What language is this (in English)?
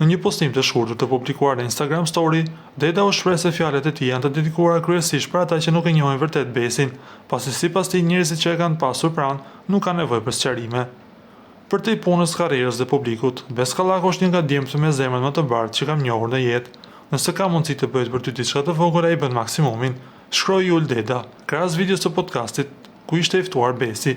Albanian